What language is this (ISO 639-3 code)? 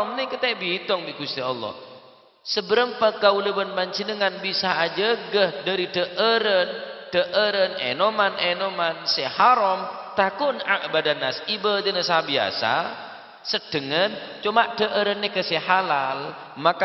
mad